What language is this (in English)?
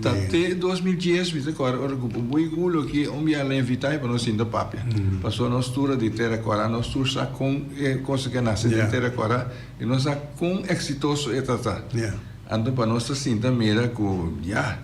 Papiamento